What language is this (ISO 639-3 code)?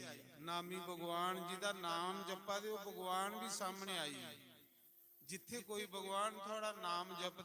doi